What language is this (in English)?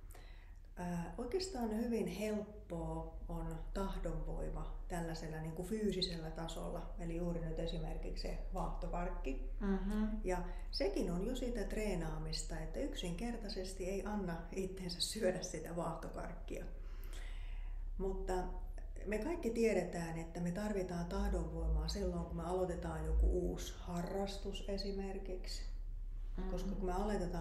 Finnish